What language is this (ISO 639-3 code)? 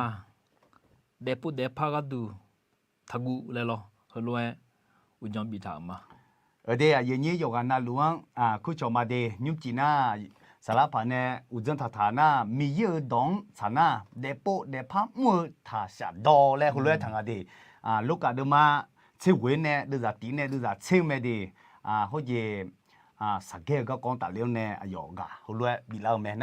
ahk